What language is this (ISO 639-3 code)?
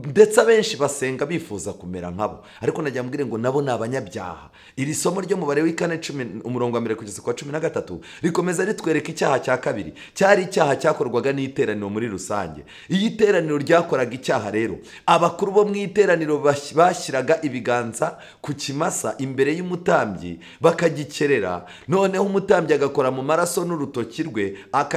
kin